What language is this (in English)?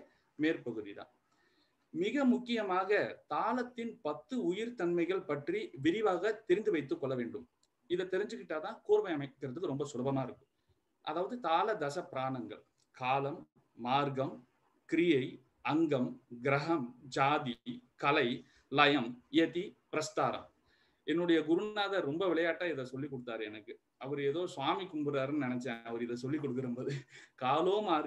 Tamil